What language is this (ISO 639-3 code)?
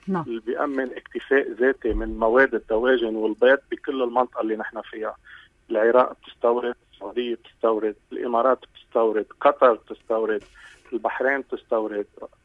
apc